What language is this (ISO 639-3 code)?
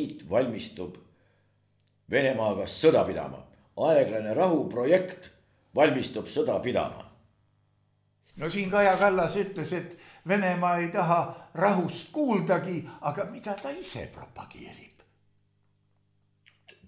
est